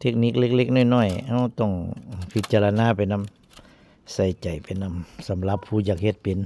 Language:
Northeastern Thai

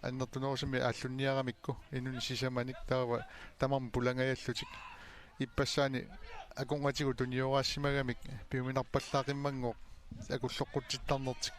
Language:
Kalaallisut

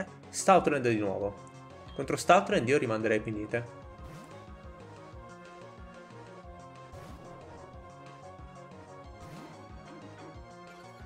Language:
Italian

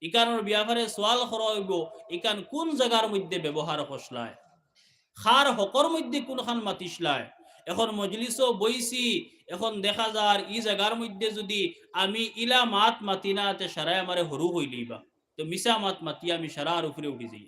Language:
Sylheti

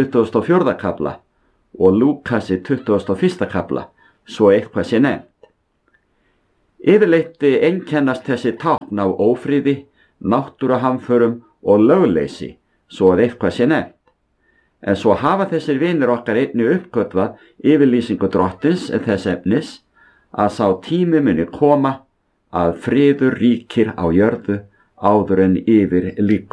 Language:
Icelandic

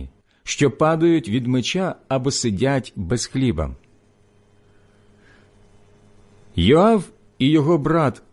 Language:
Ukrainian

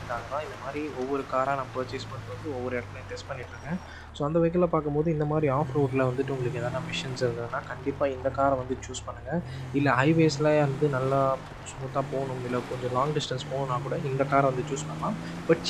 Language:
Tamil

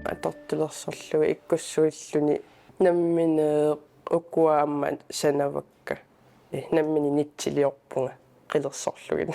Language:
Kalaallisut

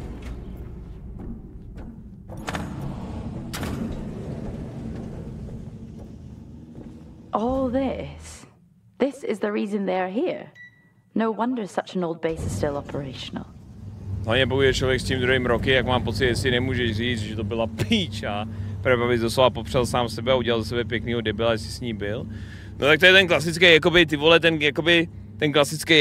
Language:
Czech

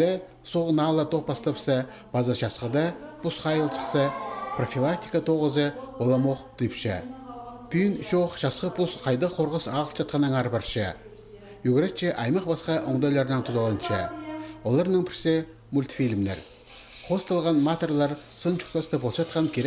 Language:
Khakas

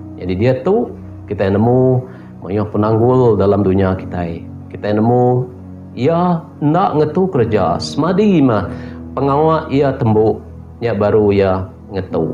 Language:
Iban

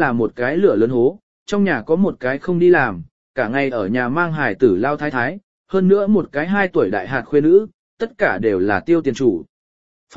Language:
Vietnamese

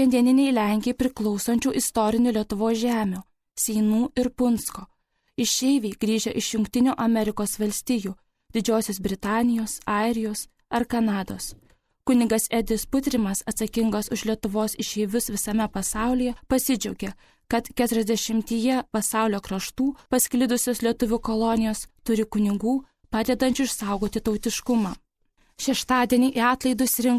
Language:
Lithuanian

